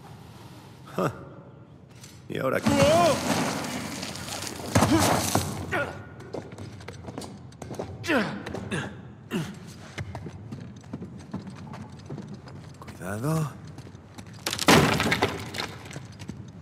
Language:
Spanish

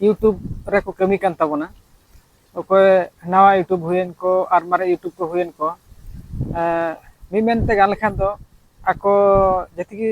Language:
Santali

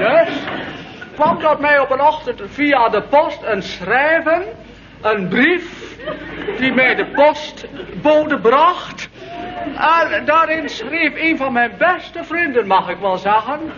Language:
Dutch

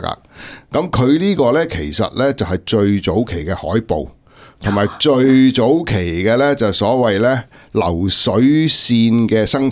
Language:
Cantonese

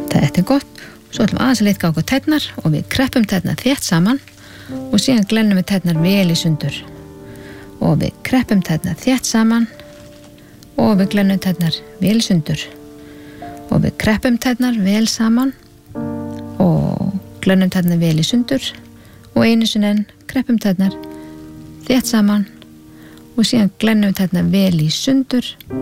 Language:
Icelandic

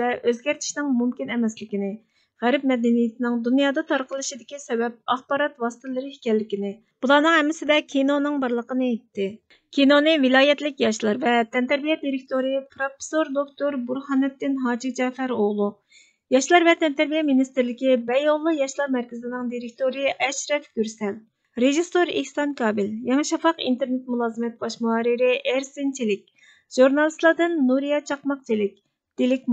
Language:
Uyghur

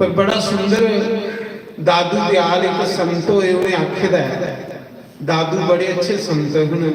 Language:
Dogri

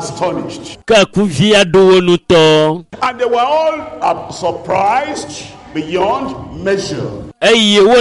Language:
Ewe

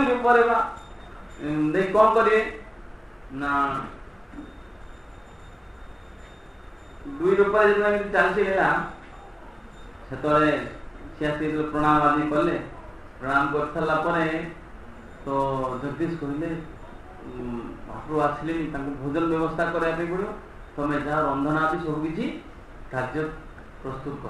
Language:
Odia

